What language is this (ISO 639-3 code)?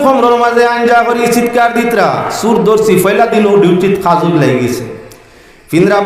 syl